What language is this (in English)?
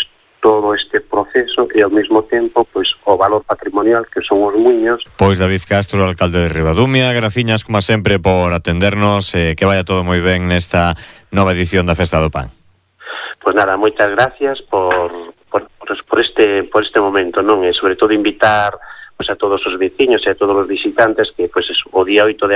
Galician